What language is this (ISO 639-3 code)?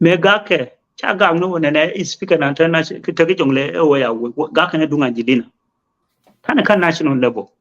nus